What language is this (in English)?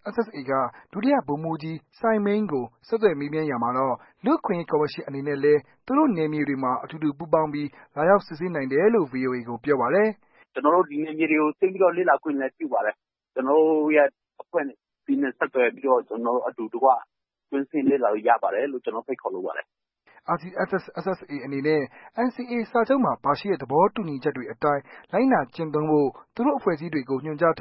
Burmese